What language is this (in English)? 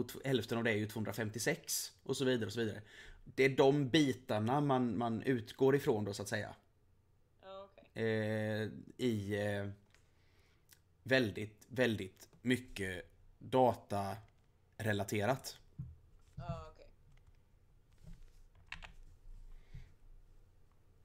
Swedish